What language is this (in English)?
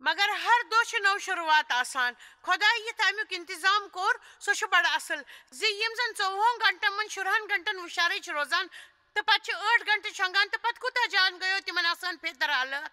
Kashmiri